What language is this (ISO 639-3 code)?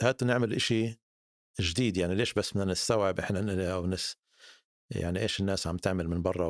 apc